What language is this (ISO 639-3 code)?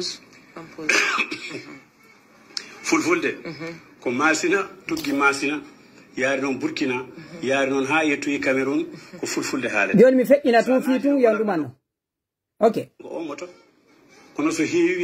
ful